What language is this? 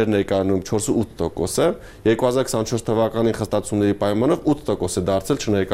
Armenian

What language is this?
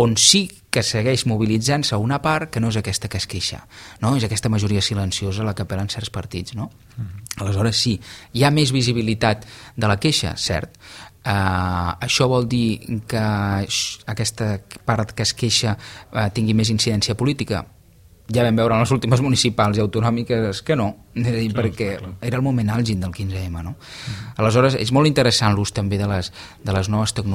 Catalan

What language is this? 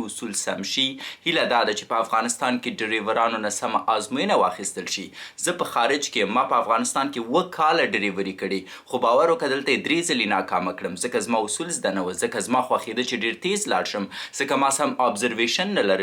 Pashto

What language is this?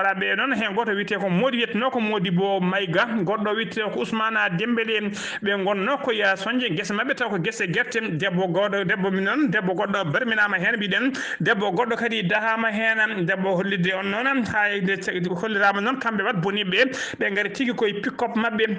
Fula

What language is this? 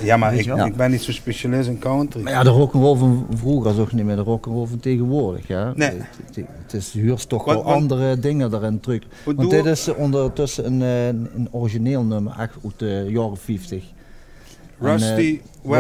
Limburgish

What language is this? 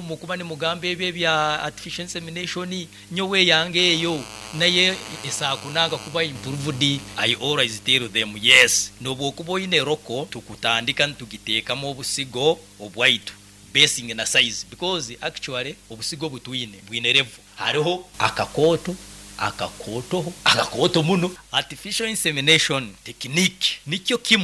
Nyankole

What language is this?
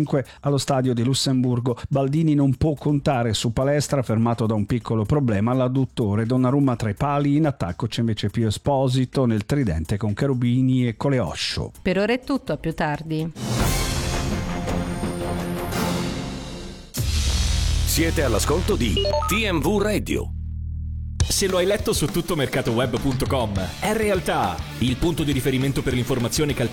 Italian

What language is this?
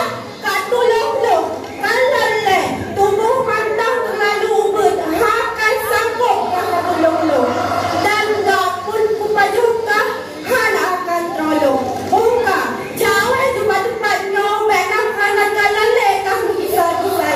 Achinese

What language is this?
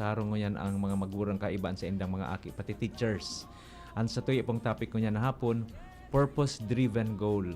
Bikol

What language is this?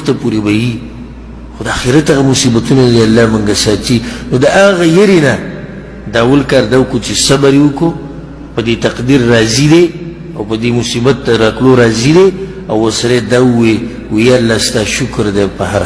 Pashto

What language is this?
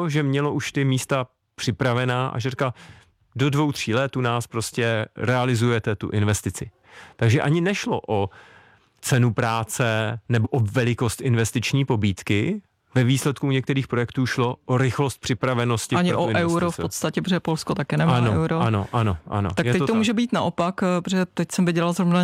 Czech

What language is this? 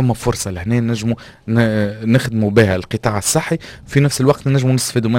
Tunisian Arabic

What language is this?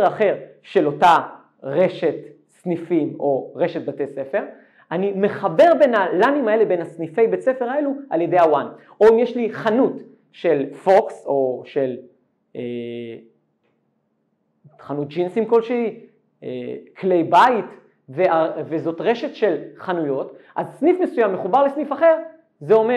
Hebrew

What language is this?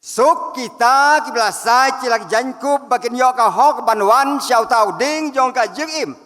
Khasi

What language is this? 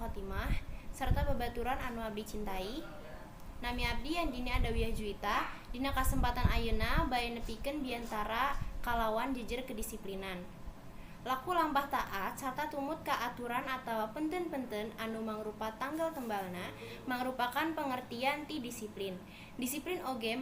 Sundanese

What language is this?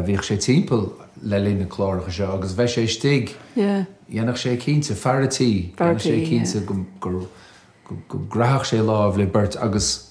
Irish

